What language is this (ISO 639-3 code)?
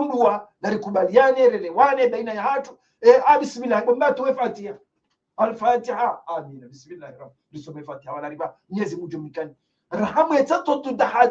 zdj